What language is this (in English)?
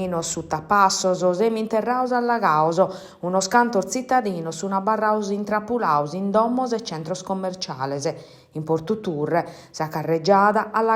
Sardinian